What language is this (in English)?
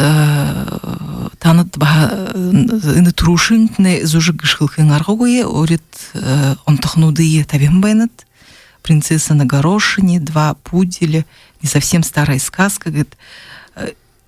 Buriat